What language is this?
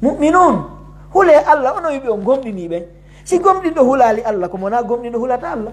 Pular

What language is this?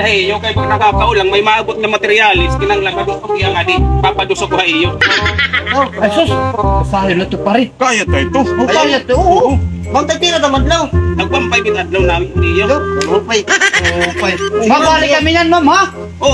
Waray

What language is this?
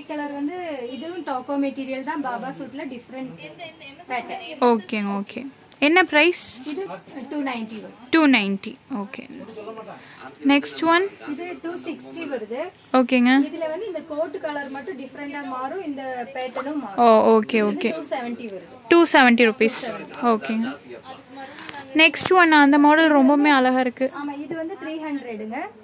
Tamil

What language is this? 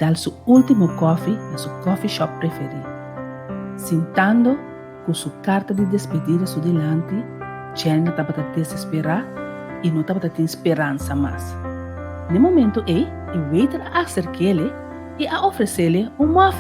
Papiamento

